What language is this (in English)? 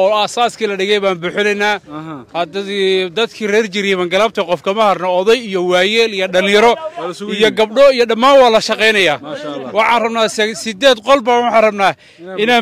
Somali